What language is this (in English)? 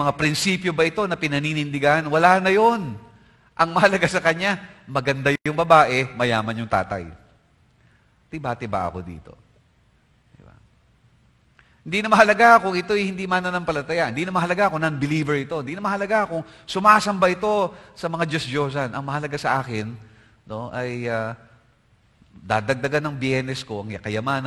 Filipino